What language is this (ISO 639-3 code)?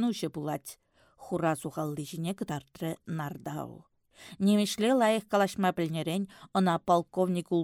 chv